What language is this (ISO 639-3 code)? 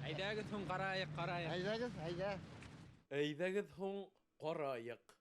bak